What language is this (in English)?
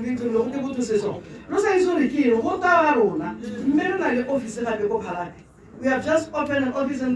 Tswana